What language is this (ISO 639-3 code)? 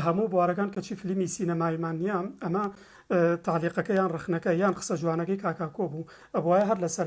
ckb